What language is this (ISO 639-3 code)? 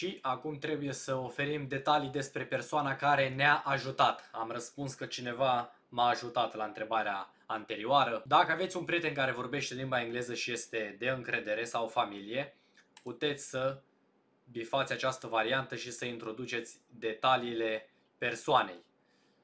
ron